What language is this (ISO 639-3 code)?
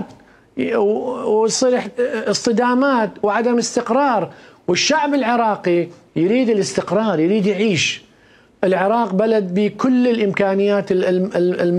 acm